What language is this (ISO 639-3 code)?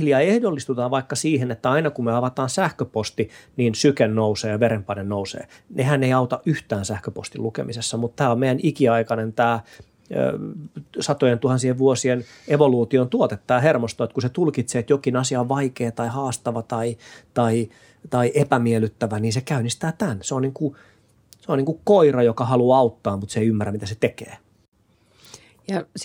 fin